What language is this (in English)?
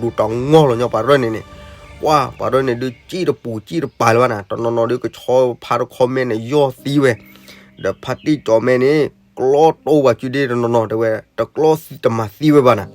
S'gaw Karen